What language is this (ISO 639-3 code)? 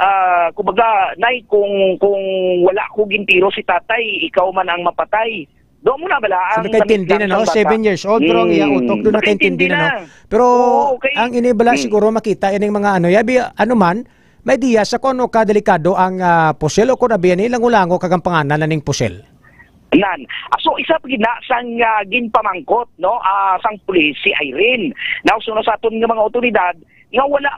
hil